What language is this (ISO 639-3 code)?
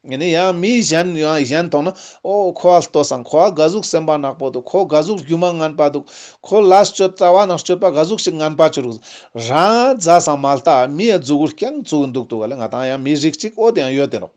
lbj